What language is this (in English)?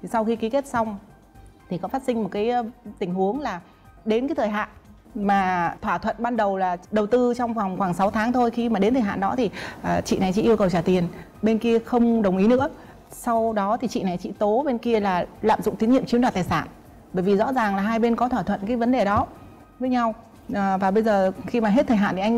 Vietnamese